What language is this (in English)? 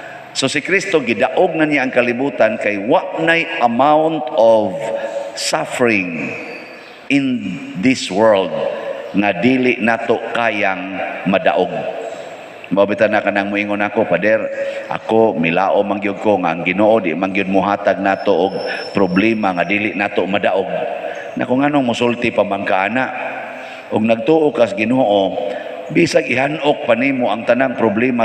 Cebuano